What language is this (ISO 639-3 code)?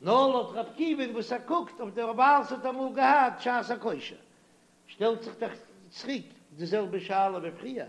yid